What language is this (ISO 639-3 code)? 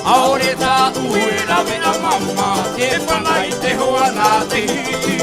tah